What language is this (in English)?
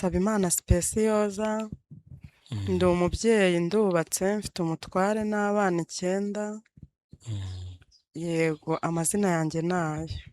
Kinyarwanda